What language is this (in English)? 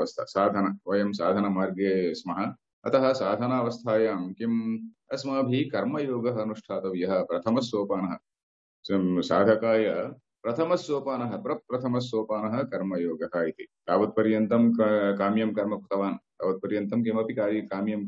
Sanskrit